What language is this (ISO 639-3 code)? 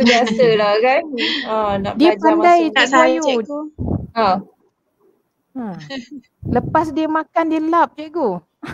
msa